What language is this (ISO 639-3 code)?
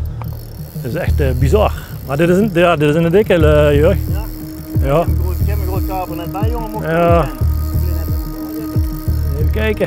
nld